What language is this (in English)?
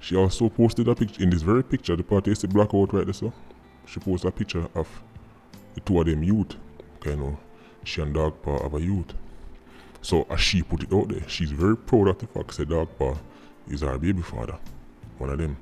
Jamaican Creole English